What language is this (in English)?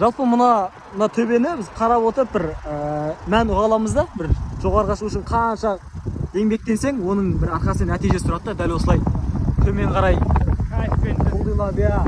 Kazakh